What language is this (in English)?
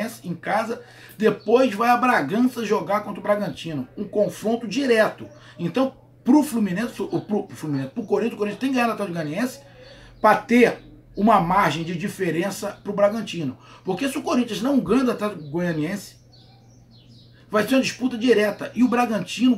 Portuguese